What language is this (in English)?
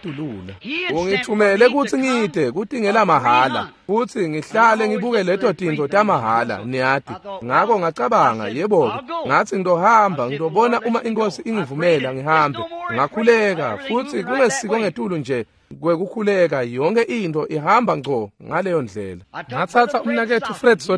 Swati